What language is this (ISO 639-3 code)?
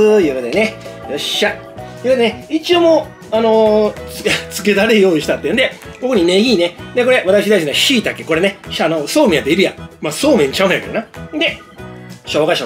jpn